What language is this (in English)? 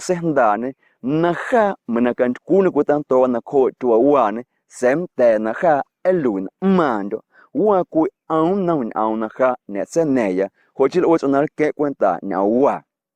Guerrero Amuzgo